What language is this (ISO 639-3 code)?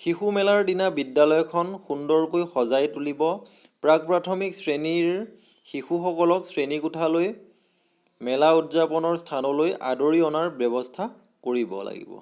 asm